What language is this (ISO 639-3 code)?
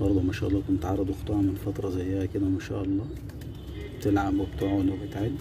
arz